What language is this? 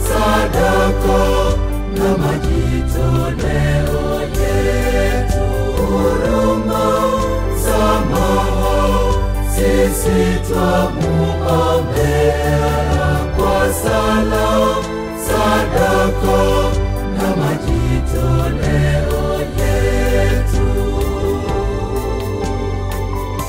Swahili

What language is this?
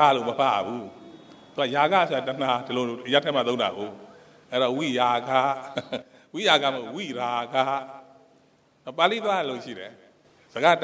Burmese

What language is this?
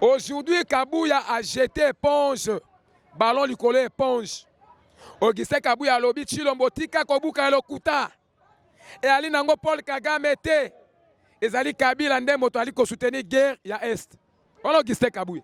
Lingala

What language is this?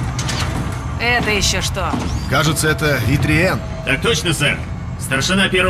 Russian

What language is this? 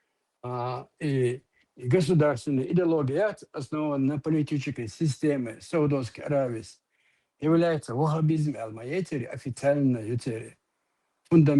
Chechen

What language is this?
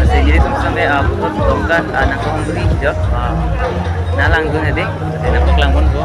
Karbi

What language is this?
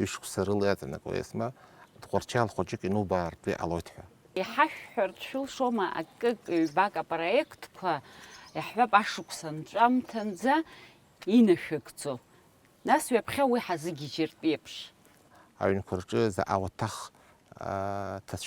Abkhazian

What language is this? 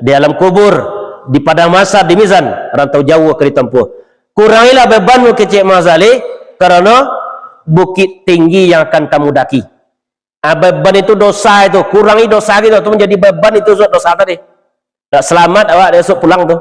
Minangkabau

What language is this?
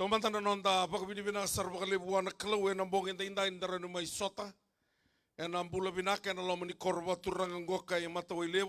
Fijian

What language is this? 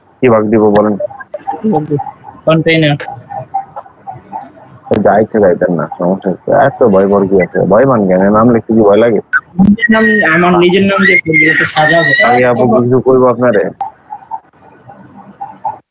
Bangla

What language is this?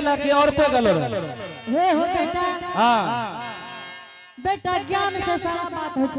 Angika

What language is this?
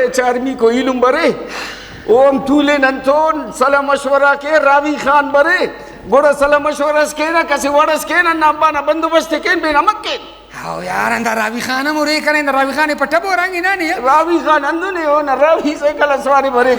Brahui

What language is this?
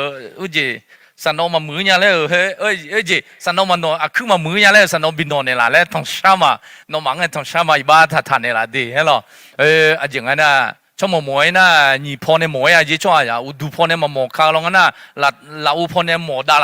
Akha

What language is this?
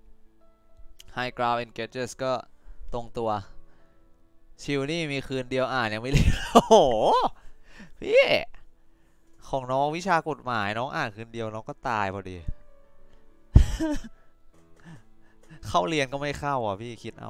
Thai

